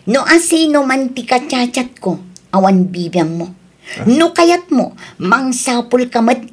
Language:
Iloko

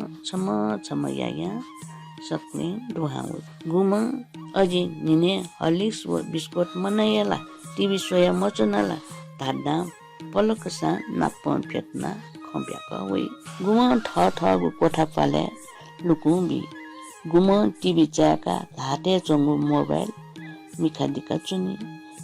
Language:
Newari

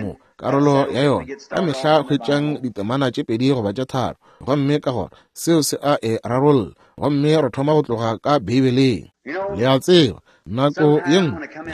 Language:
Northern Sotho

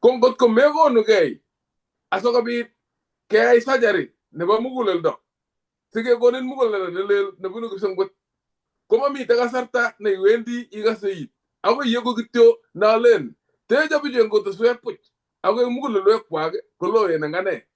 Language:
Kalenjin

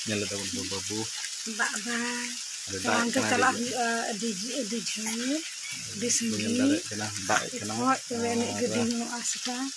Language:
Santali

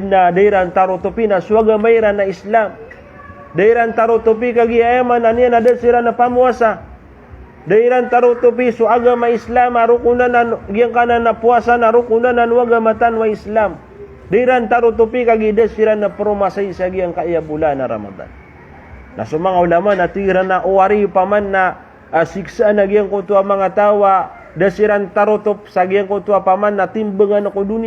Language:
Maranao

